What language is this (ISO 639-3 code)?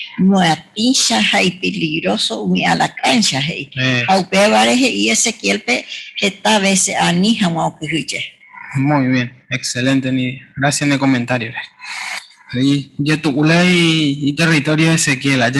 grn